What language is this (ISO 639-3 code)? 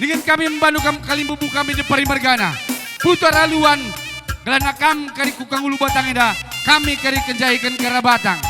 btx